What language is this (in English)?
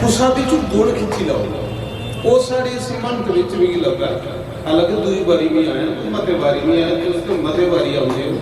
Dogri